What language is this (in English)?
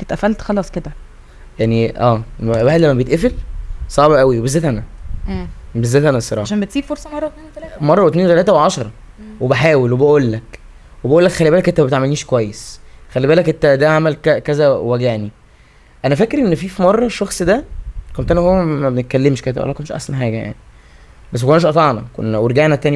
Egyptian Arabic